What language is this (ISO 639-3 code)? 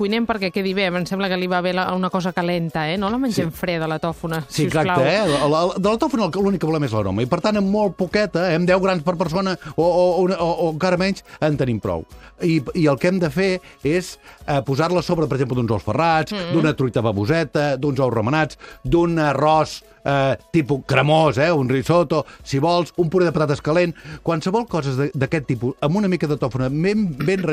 cat